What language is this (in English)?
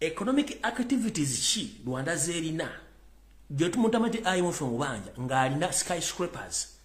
Ganda